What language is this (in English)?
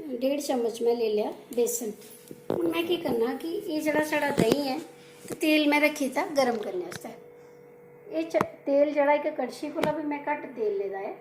Dogri